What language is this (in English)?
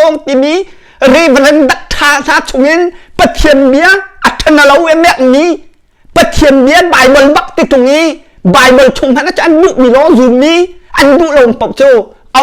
Hakha Chin